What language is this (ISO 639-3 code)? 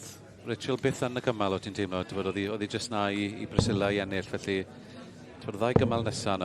cym